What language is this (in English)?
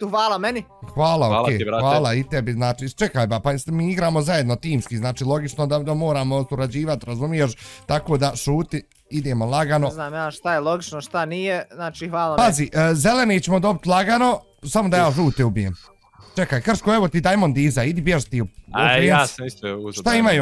Bosnian